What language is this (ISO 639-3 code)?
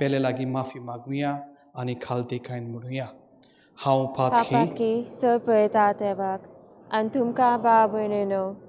kok